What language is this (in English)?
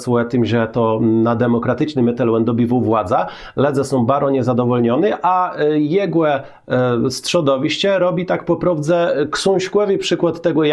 Kashubian